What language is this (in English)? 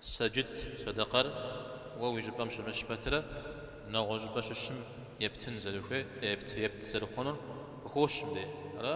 Kabardian